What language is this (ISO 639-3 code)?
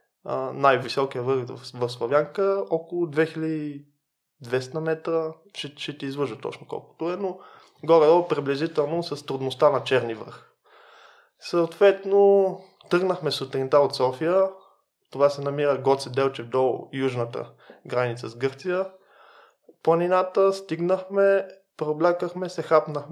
bul